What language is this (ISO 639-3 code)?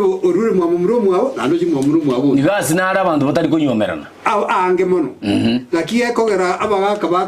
guz